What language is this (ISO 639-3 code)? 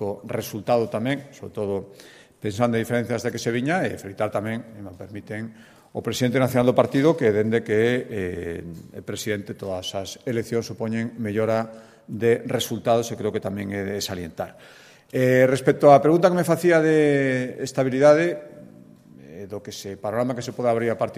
glg